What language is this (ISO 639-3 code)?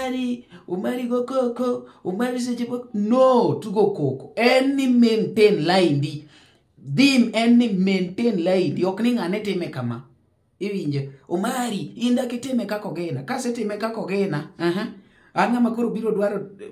luo